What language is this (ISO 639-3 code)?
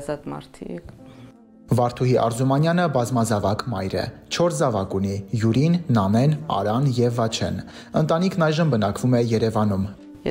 hye